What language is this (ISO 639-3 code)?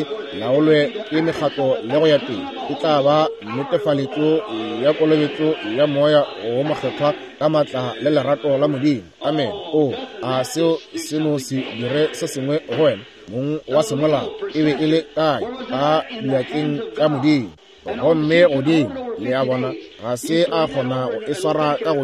nso